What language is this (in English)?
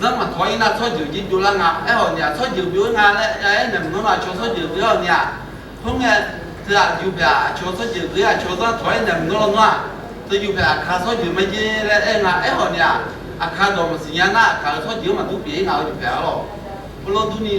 Akha